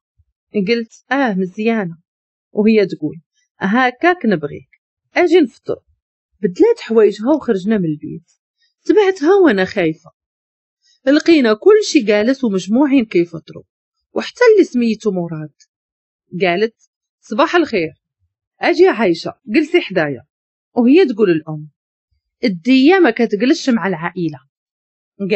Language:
Moroccan Arabic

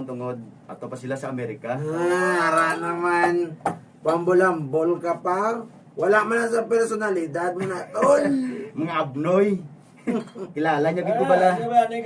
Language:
Hiligaynon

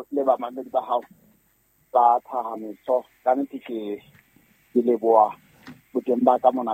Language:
Southern Sotho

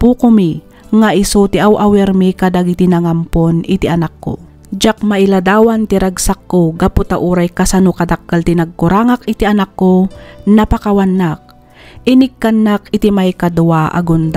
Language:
Iloko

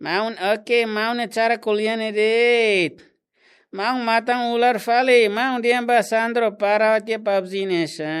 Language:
Tetum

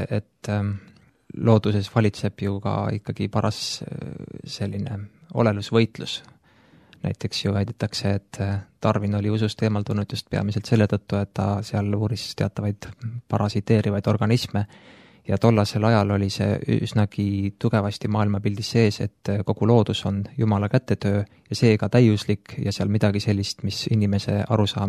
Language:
Estonian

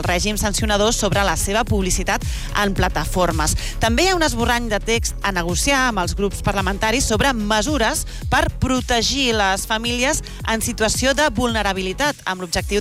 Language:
Catalan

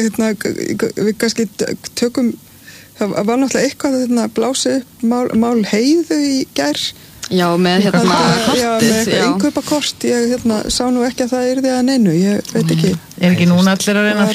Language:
Icelandic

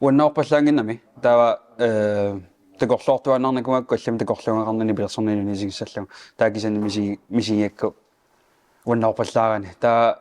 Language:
Kalaallisut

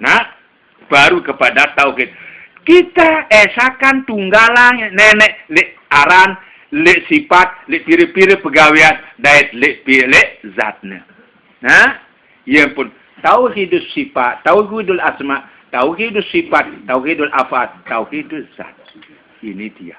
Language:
Sasak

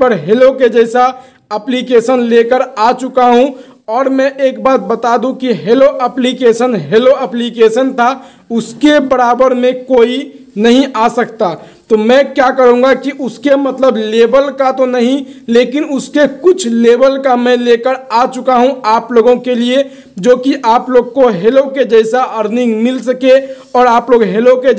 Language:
Hindi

